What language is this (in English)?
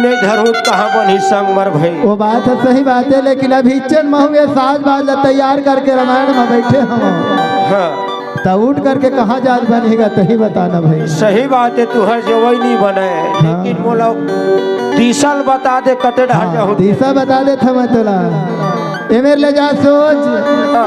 Chhattisgarhi